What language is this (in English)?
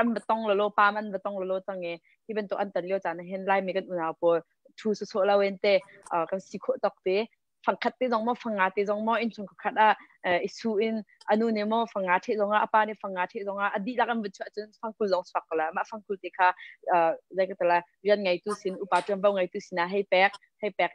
Hakha Chin